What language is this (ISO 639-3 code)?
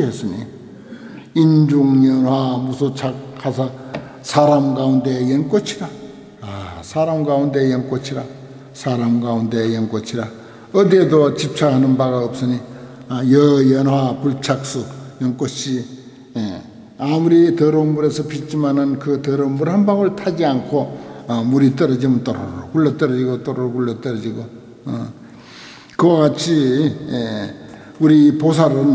kor